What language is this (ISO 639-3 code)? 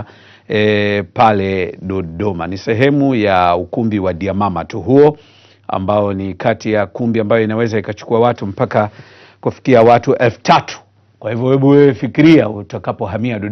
swa